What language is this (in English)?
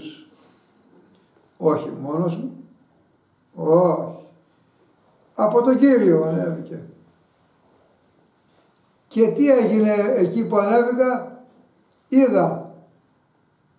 Greek